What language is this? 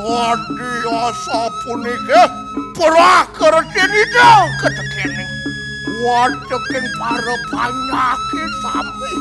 Balinese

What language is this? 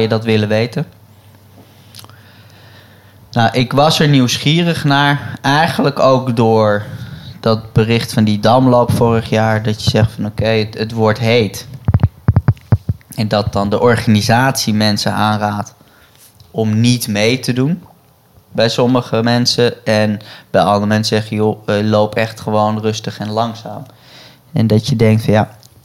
Dutch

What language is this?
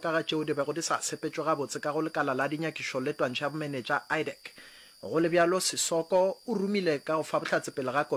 Northern Sotho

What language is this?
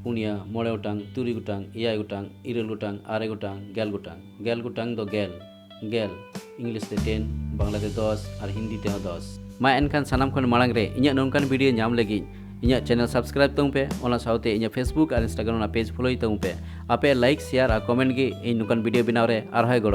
Santali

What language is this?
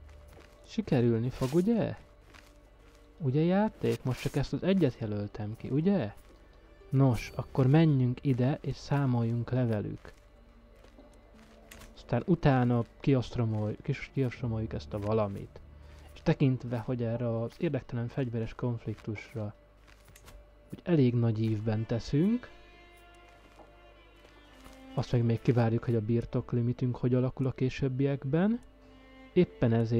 Hungarian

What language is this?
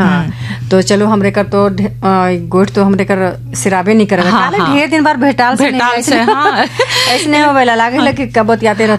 Bhojpuri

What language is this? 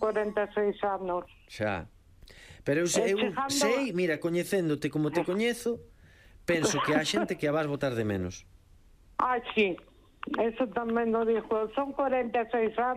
Galician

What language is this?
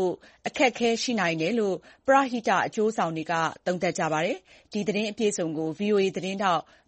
Burmese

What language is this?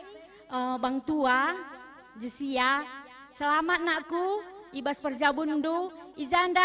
Batak Karo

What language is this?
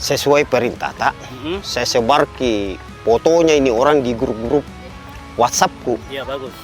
Makassar Malay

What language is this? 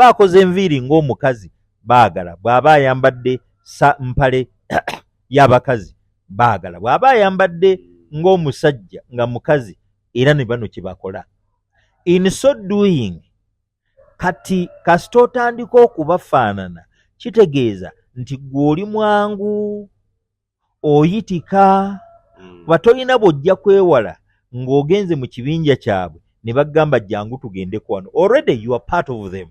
Ganda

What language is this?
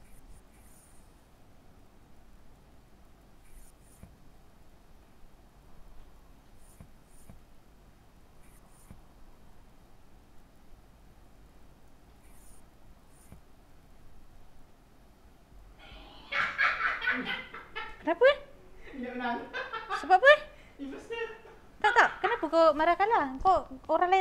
Malay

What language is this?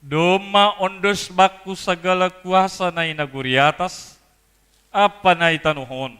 Batak Simalungun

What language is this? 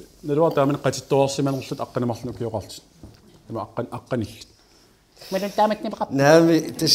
Kalaallisut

